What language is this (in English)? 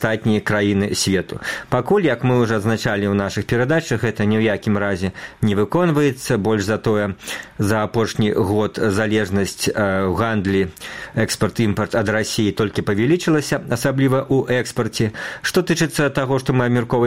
Belarusian